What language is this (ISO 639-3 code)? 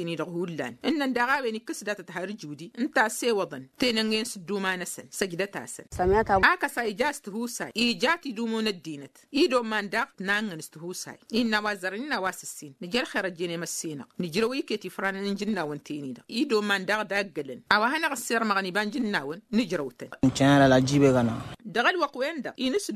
taq